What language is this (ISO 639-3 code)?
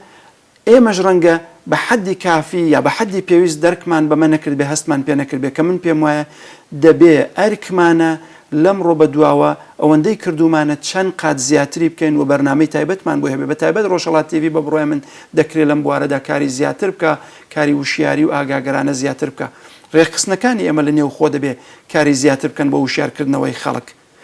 ckb